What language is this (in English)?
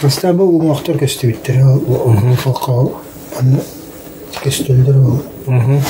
Yakut